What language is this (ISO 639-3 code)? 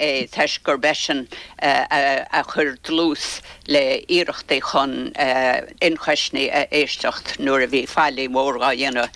gle